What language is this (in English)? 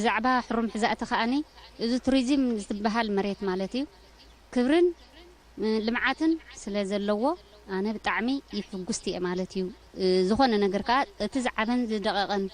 Tigrinya